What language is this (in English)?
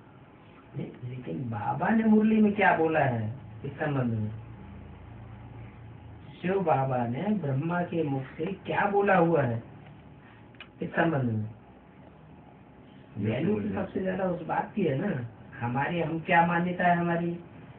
Hindi